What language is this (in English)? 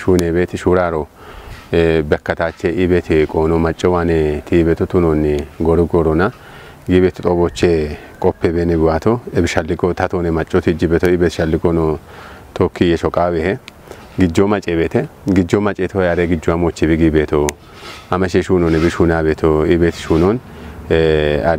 Kafa